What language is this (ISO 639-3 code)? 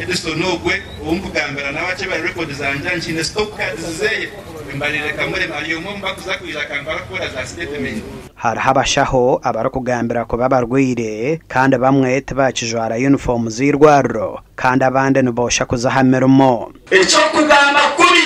nyn